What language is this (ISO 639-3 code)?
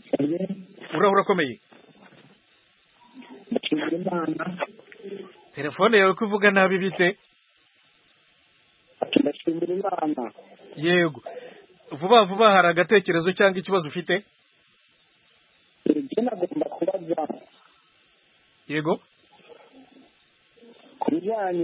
kin